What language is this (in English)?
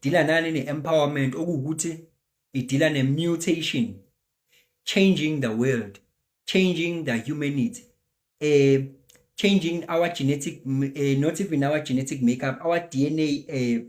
Zulu